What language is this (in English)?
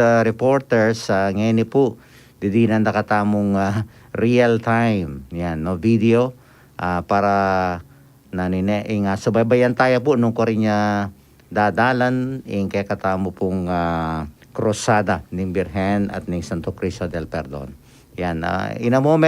Pampanga